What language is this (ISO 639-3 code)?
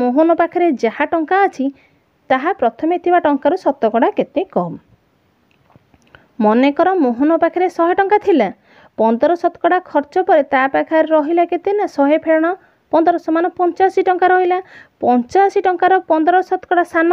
ori